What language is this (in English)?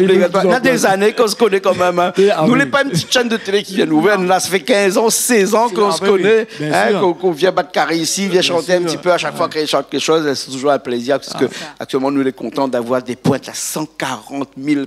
Réunion Creole French